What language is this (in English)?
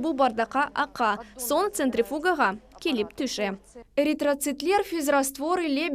Crimean Tatar